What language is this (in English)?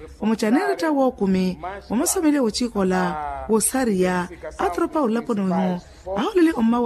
Makhuwa